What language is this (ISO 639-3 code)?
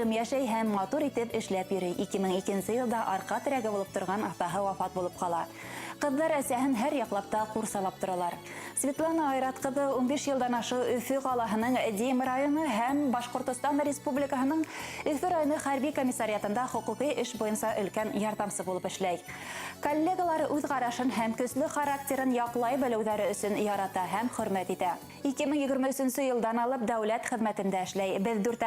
bak